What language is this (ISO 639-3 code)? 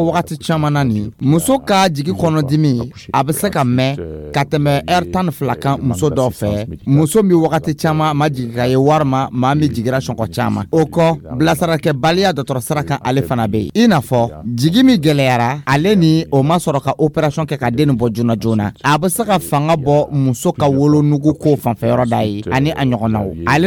dyu